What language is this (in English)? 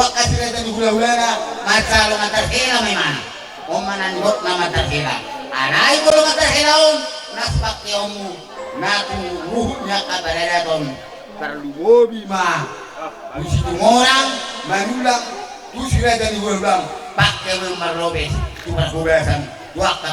Batak Toba